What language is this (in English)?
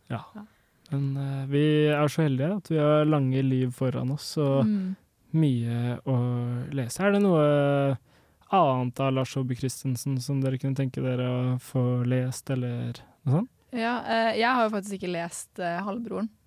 Norwegian